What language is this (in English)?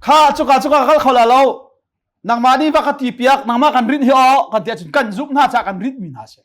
Hakha Chin